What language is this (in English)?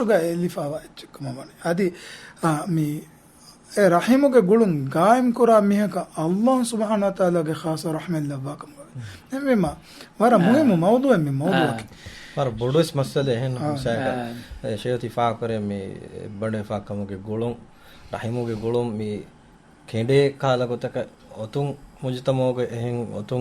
Divehi